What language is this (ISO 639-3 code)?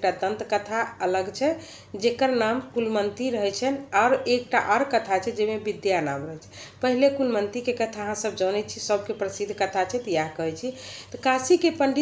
mai